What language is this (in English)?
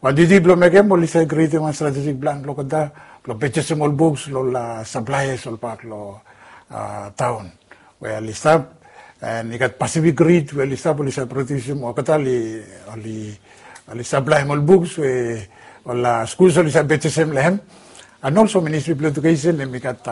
Bislama